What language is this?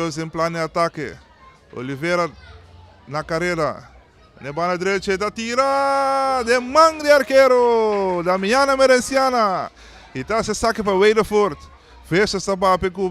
Papiamento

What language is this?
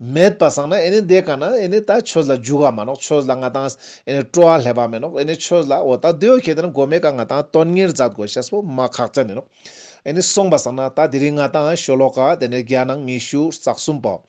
Ladakhi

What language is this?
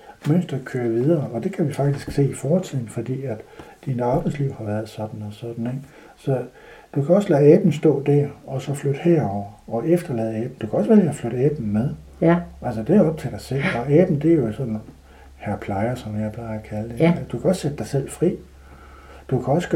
Danish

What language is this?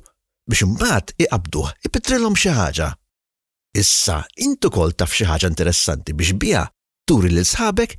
Maltese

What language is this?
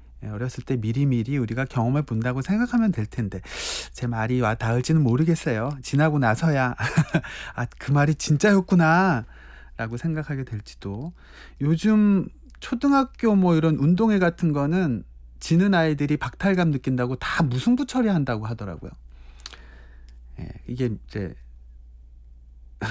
Korean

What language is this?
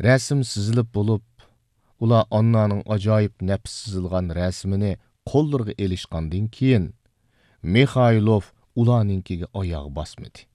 Uyghur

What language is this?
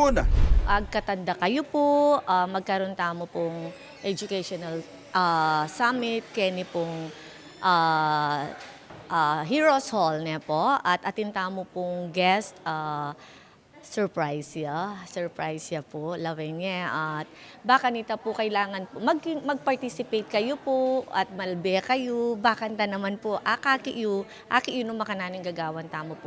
Pampanga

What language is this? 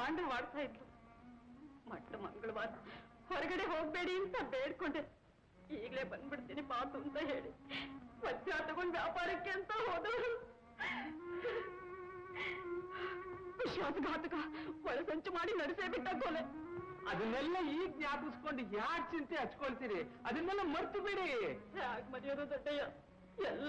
Kannada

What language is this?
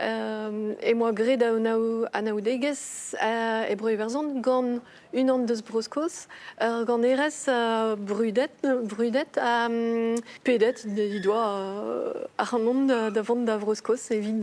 Breton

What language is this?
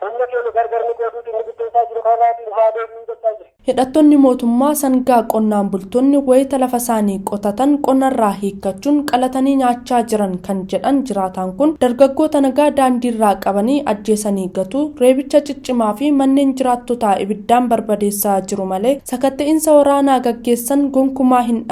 Oromo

